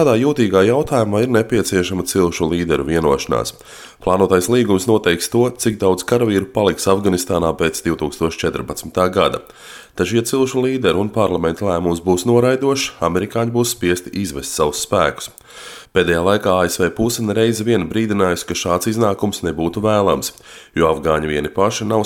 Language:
Latvian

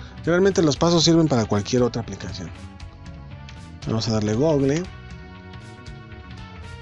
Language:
Spanish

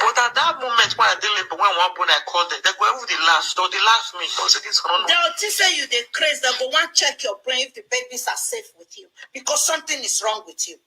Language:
Nigerian Pidgin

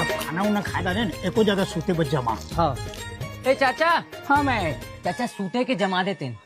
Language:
Chhattisgarhi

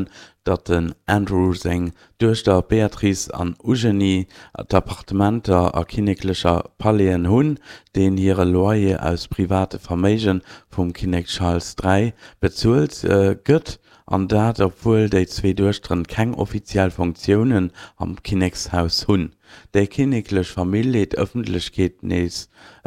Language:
Luxembourgish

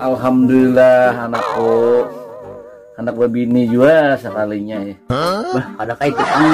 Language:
Banjar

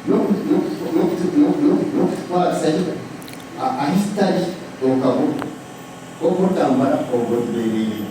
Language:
Nyankole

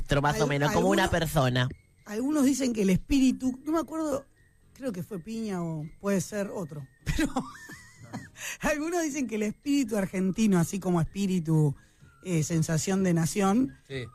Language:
Spanish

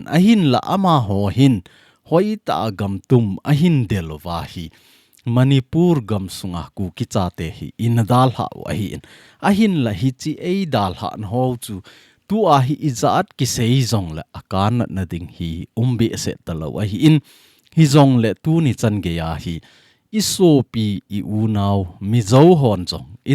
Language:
Thado Chin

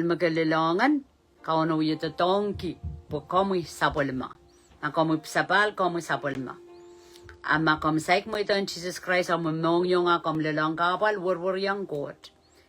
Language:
Pohnpeian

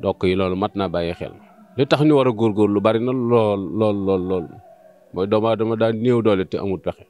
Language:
Wolof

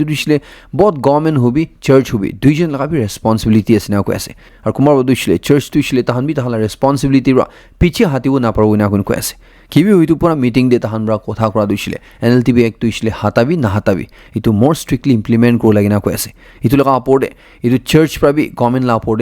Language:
Naga Pidgin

